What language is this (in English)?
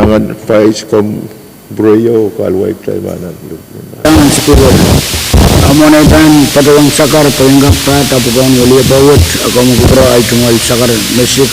Pohnpeian